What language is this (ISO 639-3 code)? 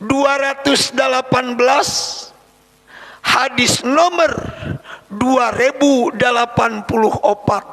sun